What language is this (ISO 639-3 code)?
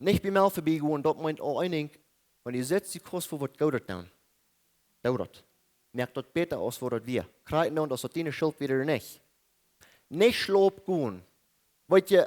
pdt